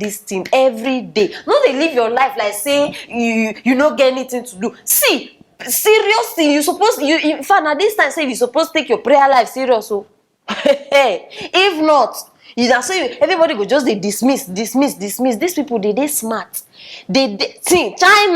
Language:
Nigerian Pidgin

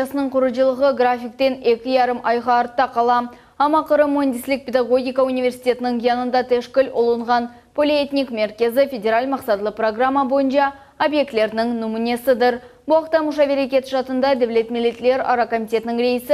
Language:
Crimean Tatar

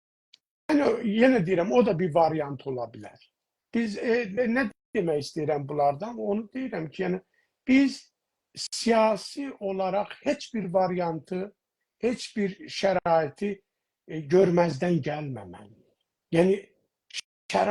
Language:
South Azerbaijani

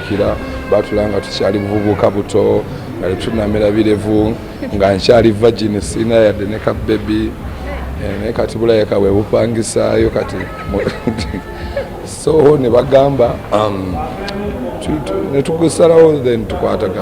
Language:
Ganda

